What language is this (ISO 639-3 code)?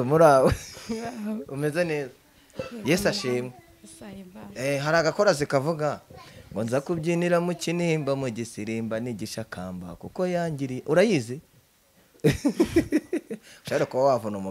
kin